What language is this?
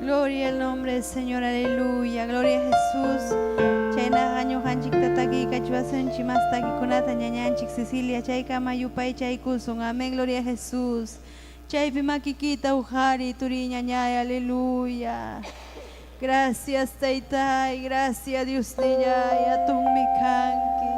Ayacucho Quechua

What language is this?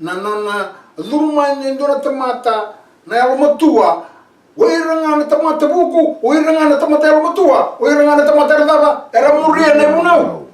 Fijian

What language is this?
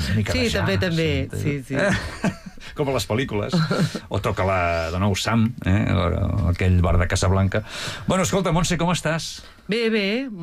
Catalan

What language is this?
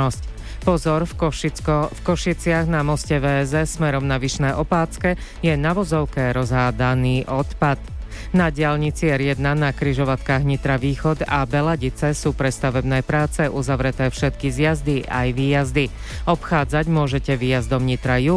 Slovak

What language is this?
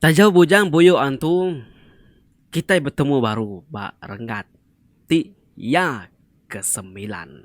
Iban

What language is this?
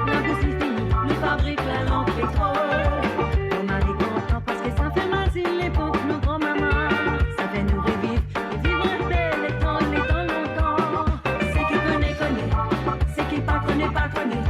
Morisyen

